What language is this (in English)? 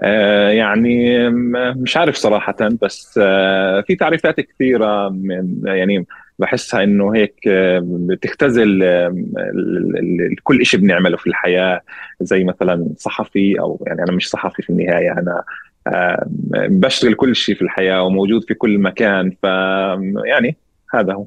North Levantine Arabic